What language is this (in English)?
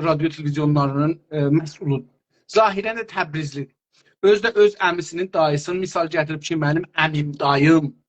South Azerbaijani